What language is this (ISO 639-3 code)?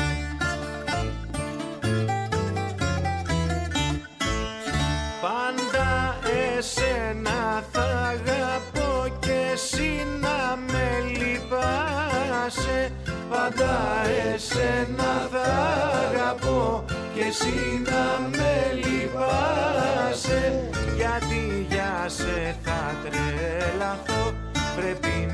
ell